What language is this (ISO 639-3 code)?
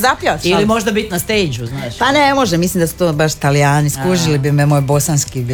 hrv